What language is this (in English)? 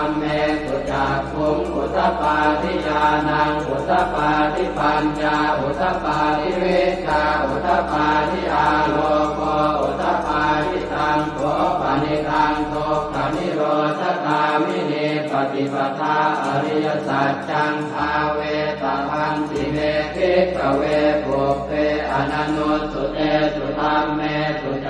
Pali